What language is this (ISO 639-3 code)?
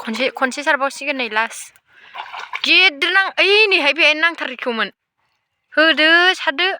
brx